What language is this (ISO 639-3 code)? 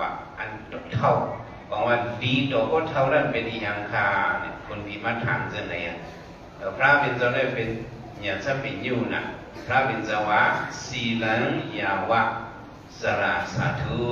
shn